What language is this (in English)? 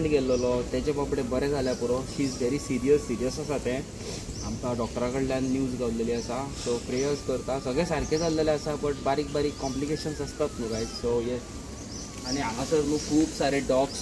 Konkani